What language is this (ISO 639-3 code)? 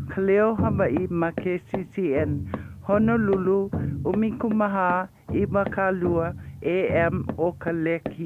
haw